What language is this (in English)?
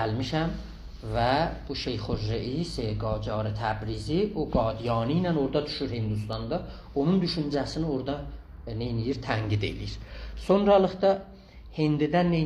South Azerbaijani